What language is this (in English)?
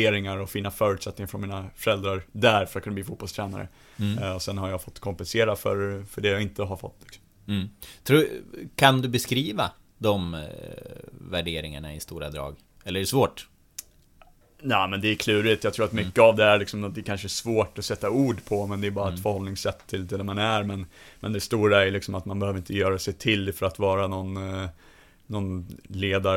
Swedish